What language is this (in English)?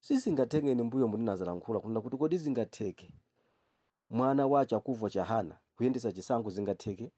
Nyanja